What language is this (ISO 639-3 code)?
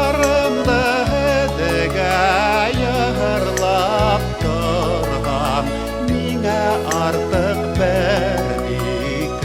bak